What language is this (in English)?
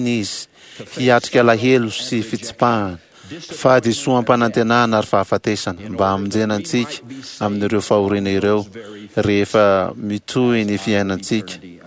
Malagasy